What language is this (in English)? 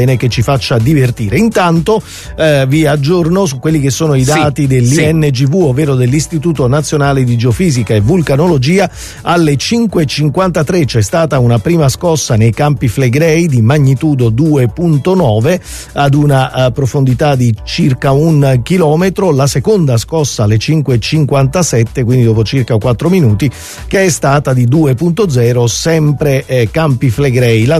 Italian